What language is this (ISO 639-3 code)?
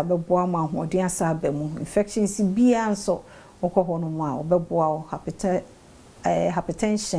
aka